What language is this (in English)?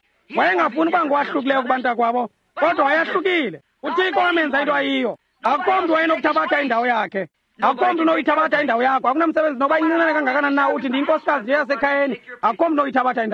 Xhosa